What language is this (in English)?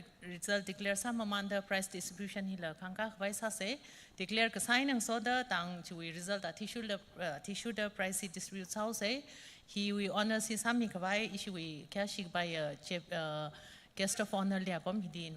Tangkhul Naga (India)